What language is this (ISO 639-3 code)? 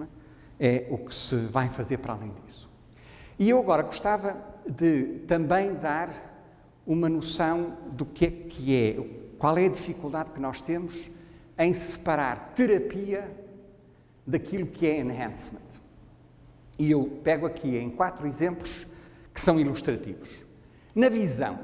por